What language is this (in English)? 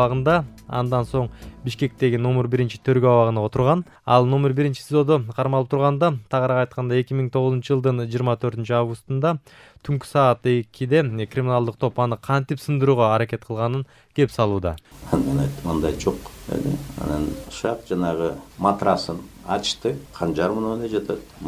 Kyrgyz